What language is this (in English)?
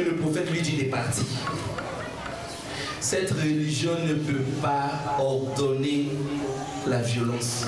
French